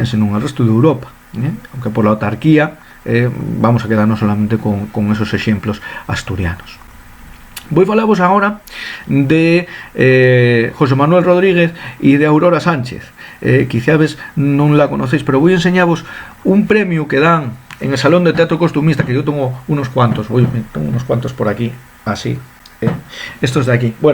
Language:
Asturian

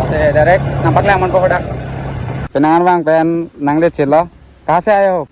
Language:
Karbi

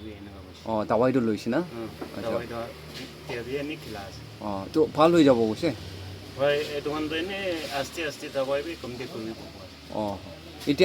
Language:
Naga Pidgin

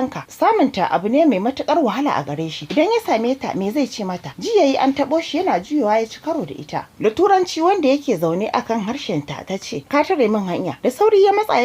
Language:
Hausa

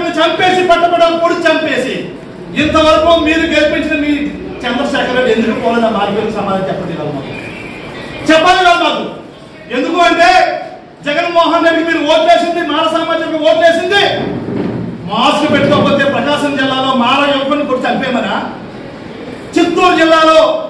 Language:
Telugu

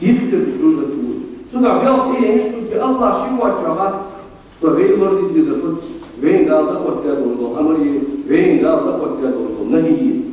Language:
Ingush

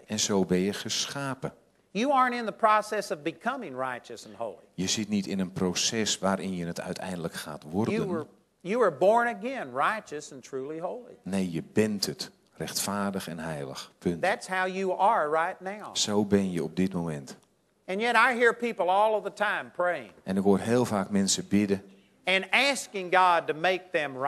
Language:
Dutch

